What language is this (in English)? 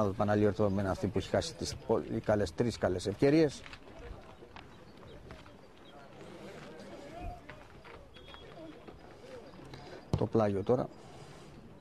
Greek